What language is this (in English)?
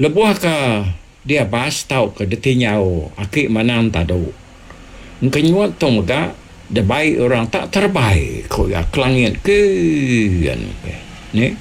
Iban